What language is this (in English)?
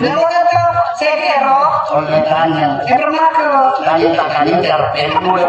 Madurese